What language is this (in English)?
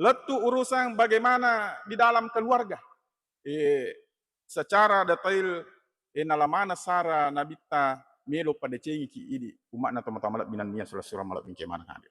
Buginese